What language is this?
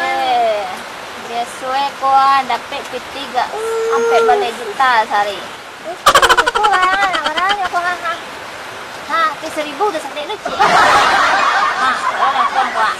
Minangkabau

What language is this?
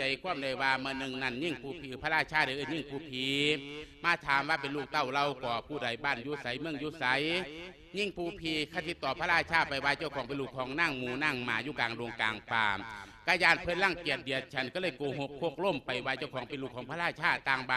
Lao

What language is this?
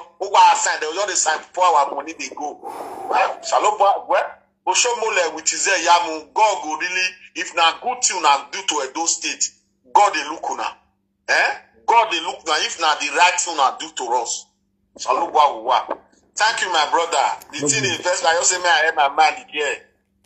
Nigerian Pidgin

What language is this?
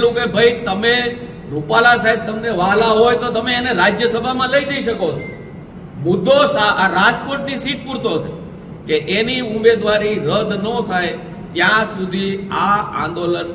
Gujarati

